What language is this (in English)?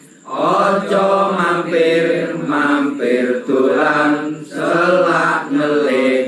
Javanese